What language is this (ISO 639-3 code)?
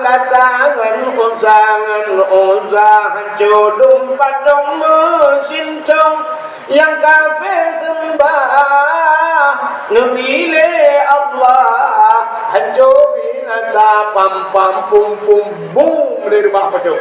ace